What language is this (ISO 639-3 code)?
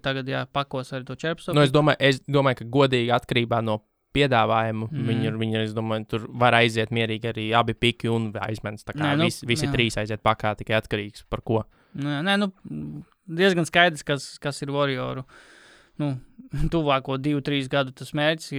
lav